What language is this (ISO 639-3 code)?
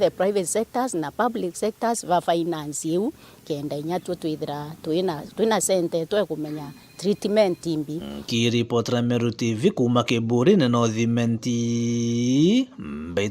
mer